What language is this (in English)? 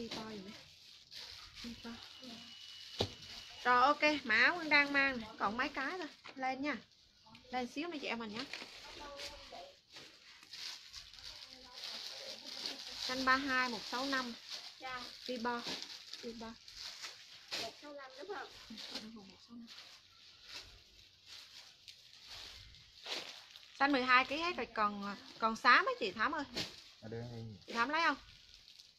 Vietnamese